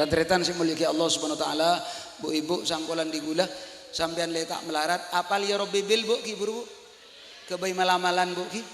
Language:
Madurese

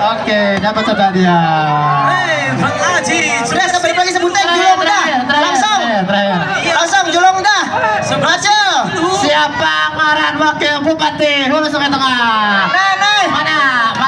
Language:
Banjar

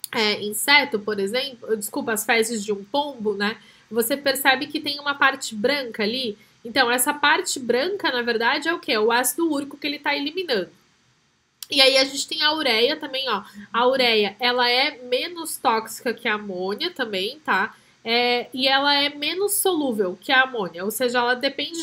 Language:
Portuguese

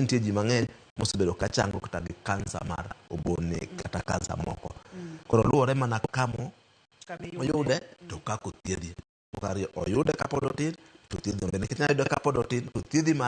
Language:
Luo (Kenya and Tanzania)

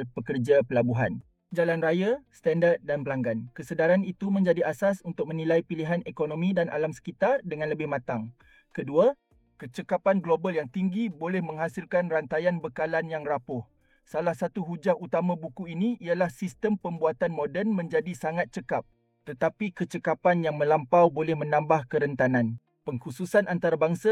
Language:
Malay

